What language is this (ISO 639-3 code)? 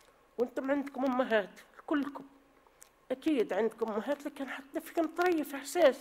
aeb